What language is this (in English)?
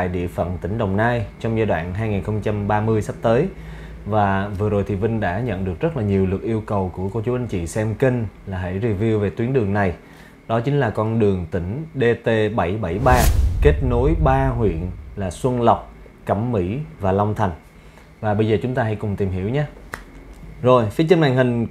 Vietnamese